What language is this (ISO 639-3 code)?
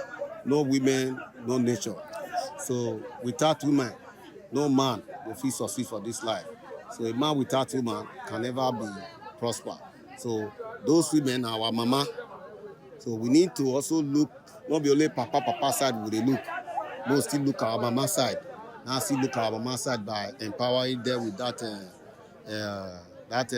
pcm